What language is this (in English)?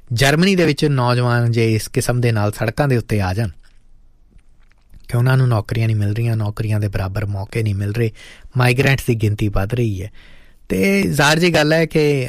Punjabi